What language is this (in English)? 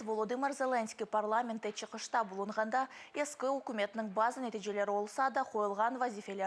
Crimean Tatar